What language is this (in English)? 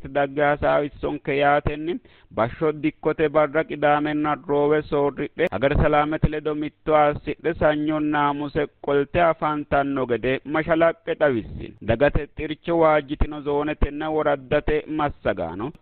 Sidamo